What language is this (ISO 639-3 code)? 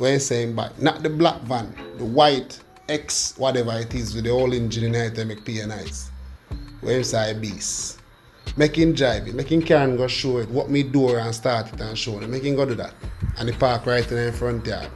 jam